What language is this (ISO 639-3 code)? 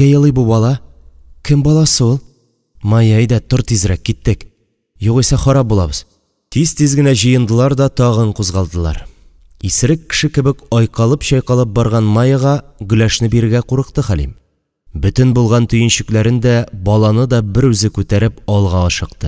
tat